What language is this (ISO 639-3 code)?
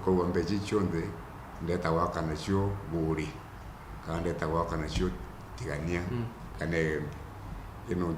mer